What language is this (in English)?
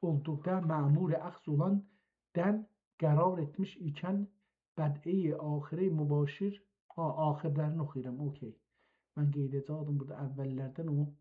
South Azerbaijani